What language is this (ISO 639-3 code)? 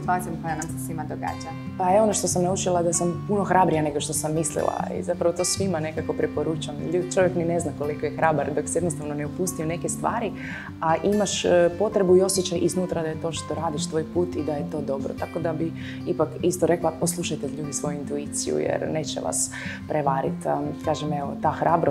hrv